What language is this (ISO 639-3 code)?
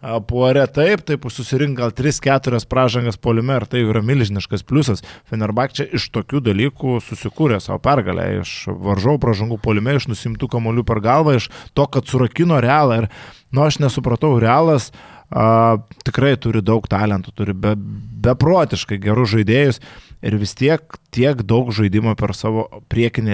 lit